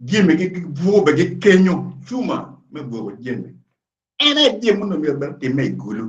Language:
Acoli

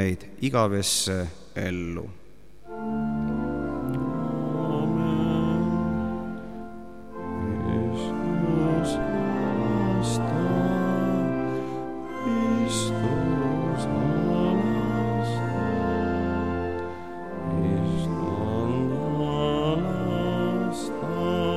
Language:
Estonian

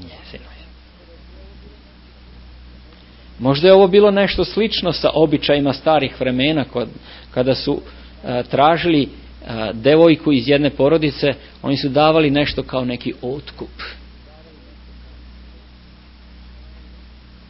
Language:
Serbian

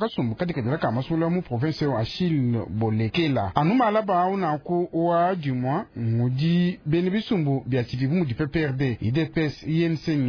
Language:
Luba-Lulua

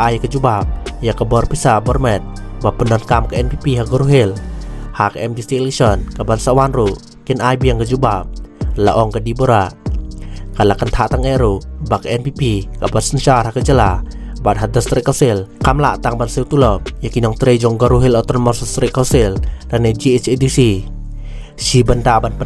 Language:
Khasi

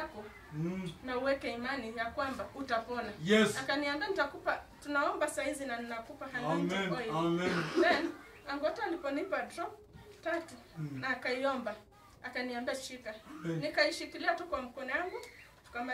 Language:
Swahili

